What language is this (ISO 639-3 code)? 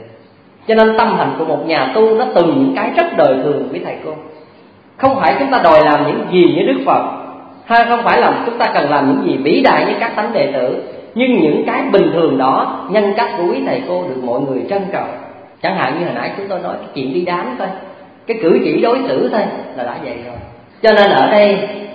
vie